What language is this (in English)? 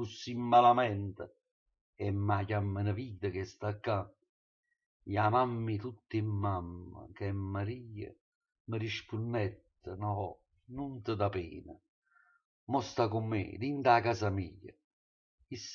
Neapolitan